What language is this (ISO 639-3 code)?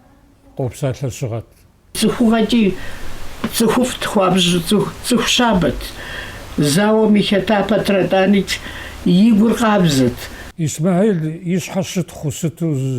kbd